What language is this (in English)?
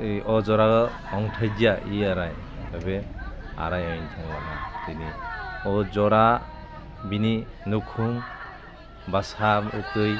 Kok Borok